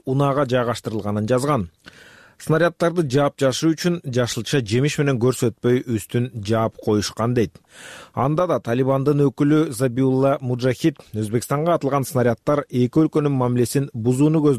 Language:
Kyrgyz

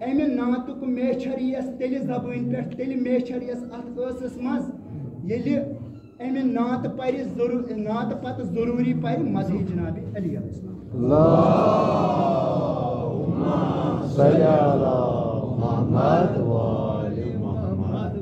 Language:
Kashmiri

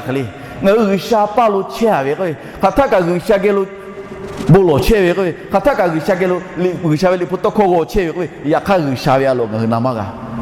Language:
Lahu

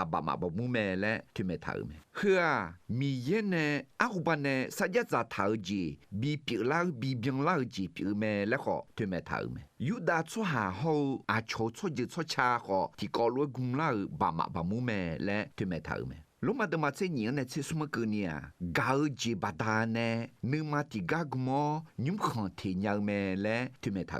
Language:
Akha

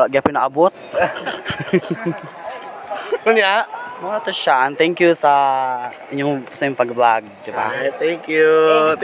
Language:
Cebuano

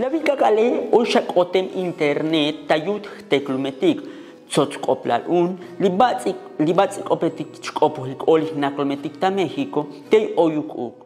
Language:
Tzotzil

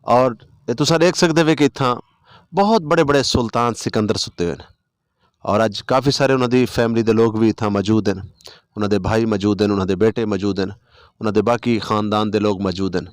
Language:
Saraiki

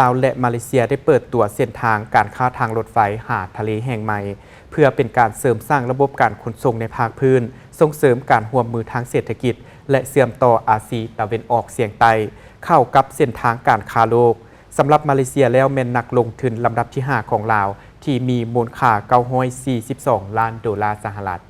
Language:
Lao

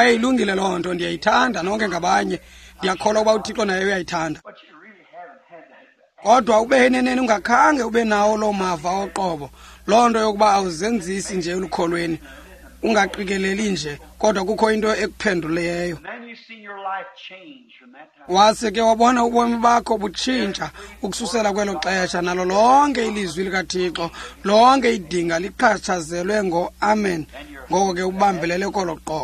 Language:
Xhosa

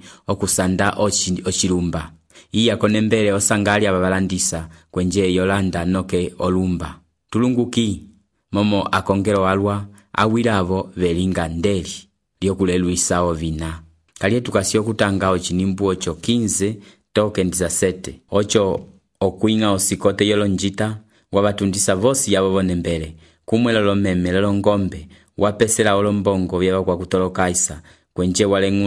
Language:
Umbundu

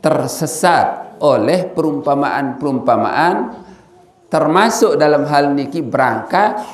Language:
Sasak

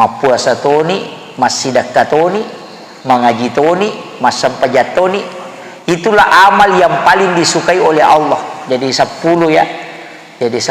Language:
Buginese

